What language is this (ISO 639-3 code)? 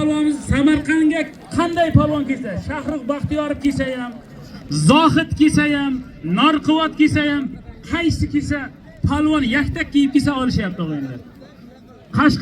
uzb